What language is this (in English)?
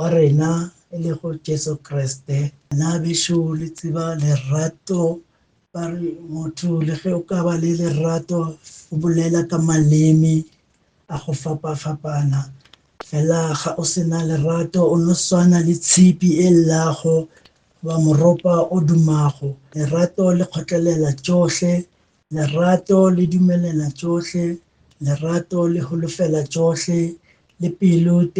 Northern Sotho